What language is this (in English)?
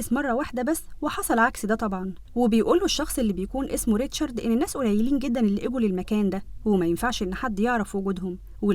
Egyptian Arabic